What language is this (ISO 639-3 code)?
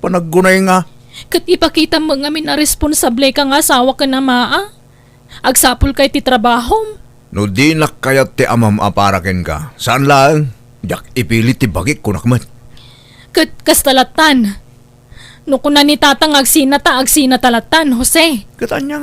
ilo